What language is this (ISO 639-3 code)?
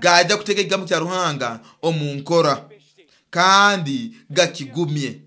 nyo